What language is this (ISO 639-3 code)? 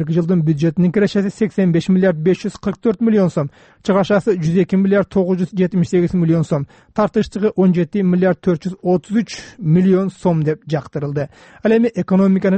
kir